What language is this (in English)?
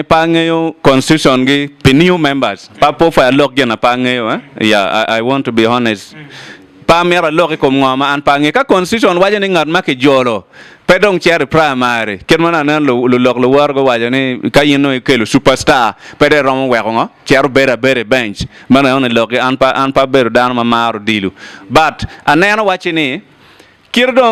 Acoli